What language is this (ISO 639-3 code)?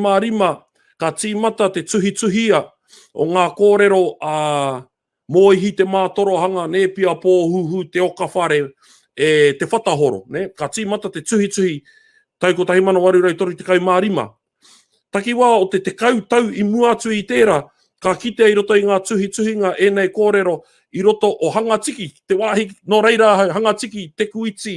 mri